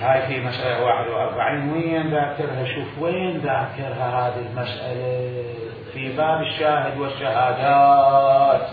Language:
Mesopotamian Arabic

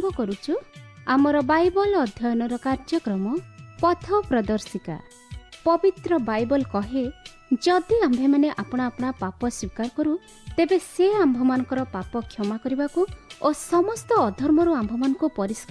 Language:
Odia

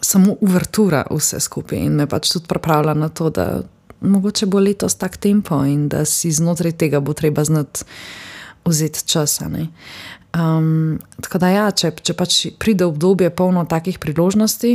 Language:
Slovenian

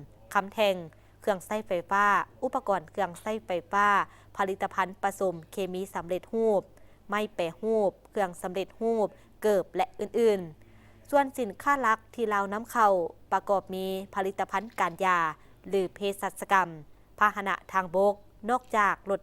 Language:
Lao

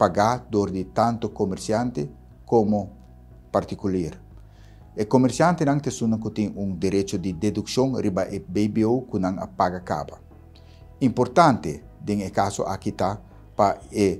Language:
Papiamento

